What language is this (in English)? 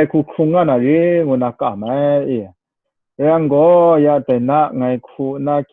Kachin